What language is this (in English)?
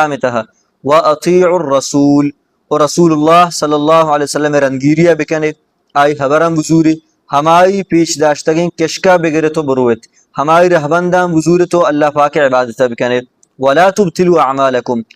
Baluchi